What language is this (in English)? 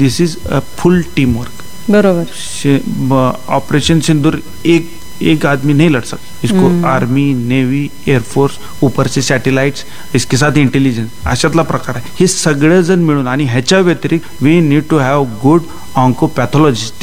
Marathi